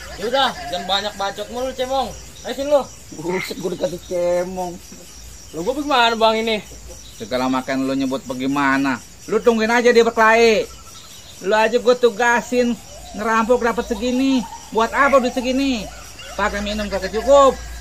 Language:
Betawi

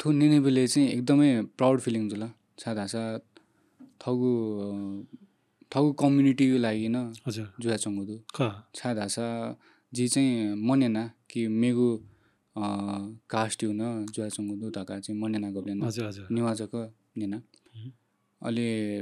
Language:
Newari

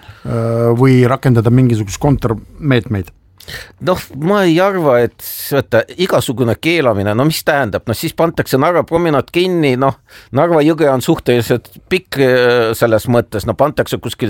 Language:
Estonian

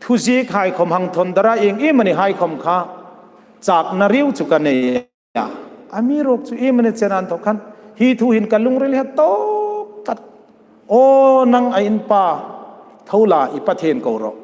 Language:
Hmar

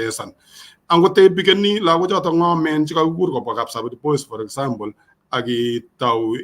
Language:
Kalenjin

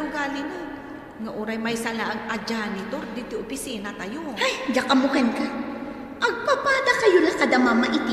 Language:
Iloko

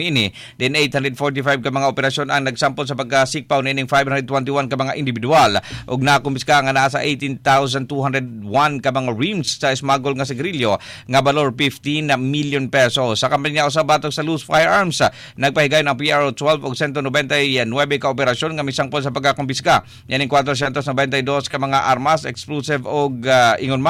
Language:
Cebuano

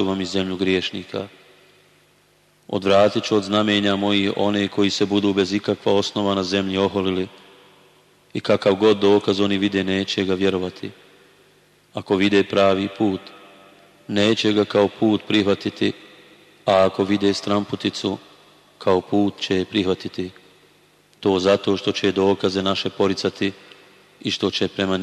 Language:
Bosnian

